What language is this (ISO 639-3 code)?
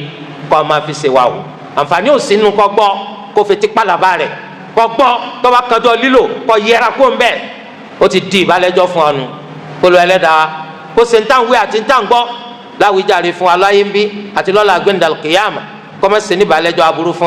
yor